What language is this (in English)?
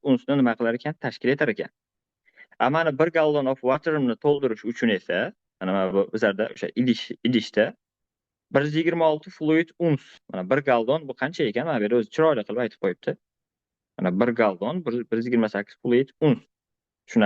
Uzbek